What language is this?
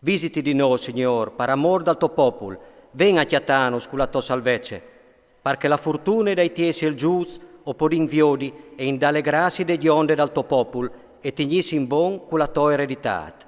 Friulian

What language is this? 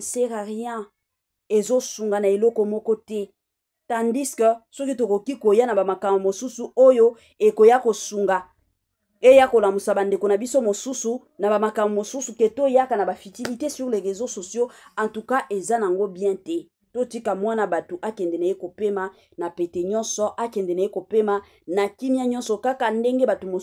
Lingala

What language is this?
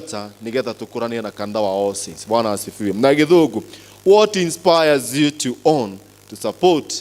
Kikuyu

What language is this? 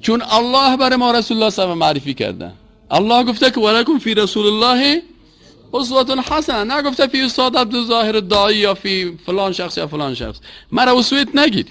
Persian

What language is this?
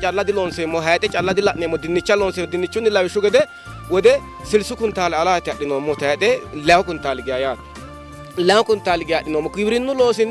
Sidamo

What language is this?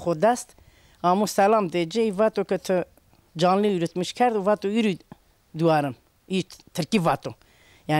Zaza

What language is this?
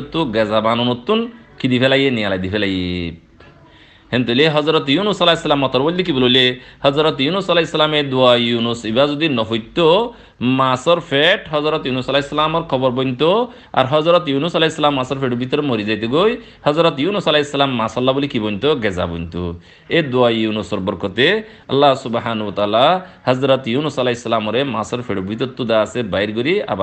Rohingya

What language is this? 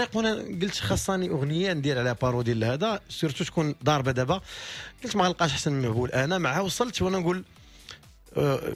Moroccan Arabic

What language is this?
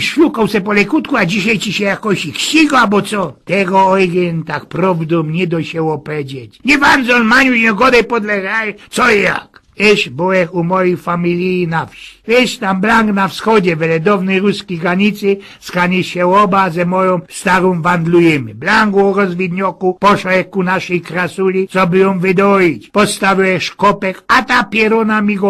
Silesian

